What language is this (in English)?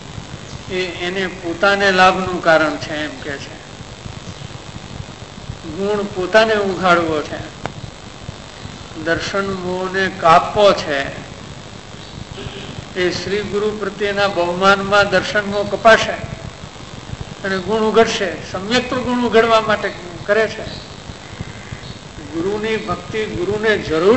Gujarati